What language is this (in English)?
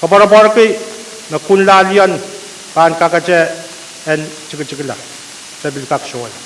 Pohnpeian